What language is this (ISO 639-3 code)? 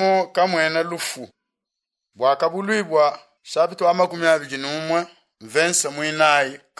lua